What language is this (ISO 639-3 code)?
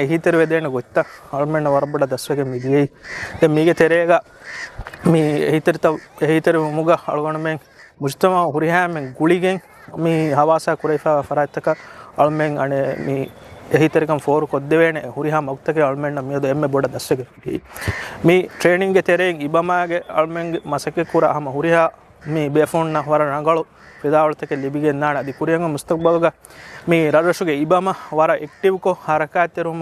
div